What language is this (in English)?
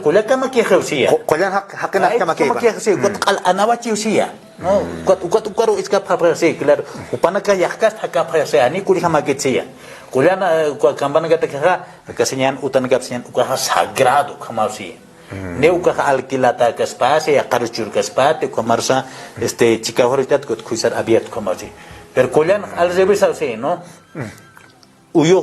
Aymara